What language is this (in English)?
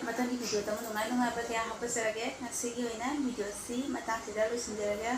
Manipuri